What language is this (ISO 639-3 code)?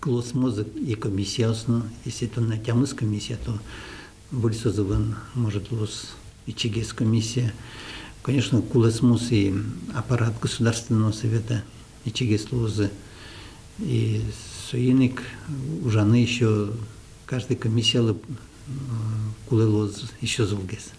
udm